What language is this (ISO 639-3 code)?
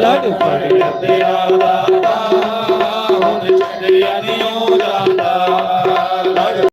doi